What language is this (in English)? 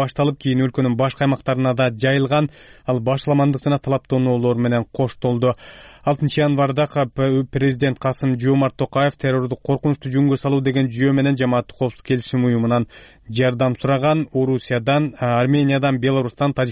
Kyrgyz